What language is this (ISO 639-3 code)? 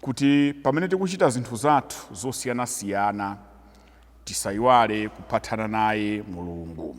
nya